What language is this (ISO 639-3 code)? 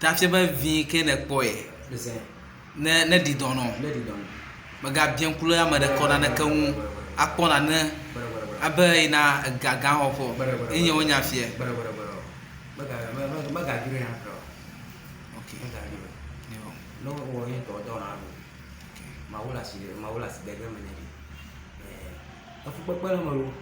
ewe